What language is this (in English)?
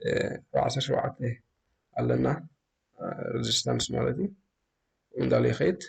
Tigrinya